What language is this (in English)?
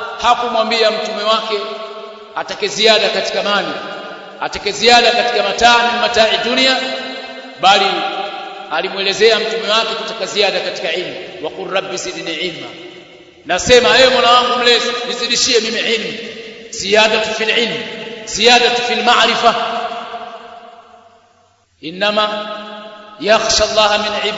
Swahili